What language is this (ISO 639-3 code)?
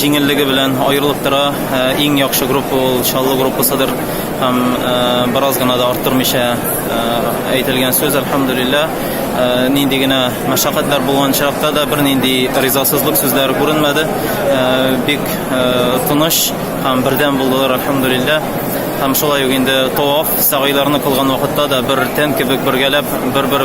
tat